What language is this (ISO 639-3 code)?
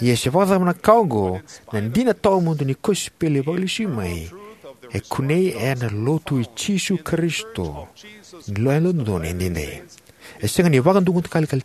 fij